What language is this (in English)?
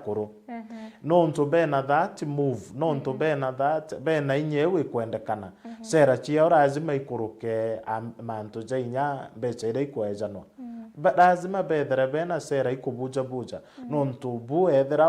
Meru